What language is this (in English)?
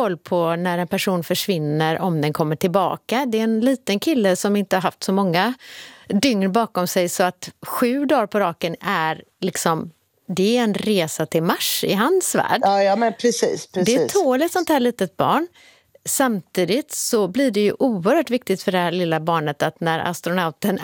Swedish